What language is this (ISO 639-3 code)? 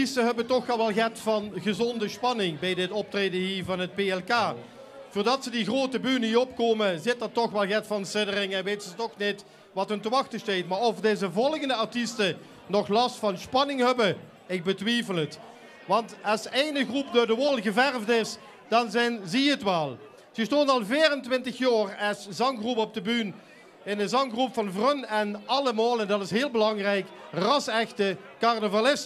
lim